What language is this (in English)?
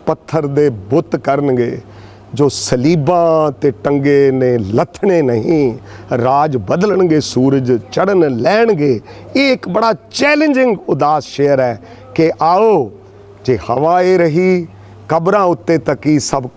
Punjabi